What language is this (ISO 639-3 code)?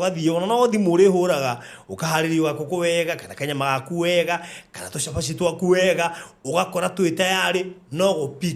kik